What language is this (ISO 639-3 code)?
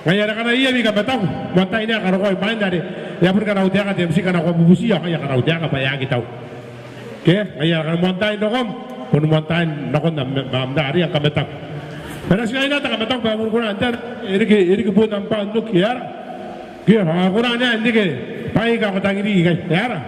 gil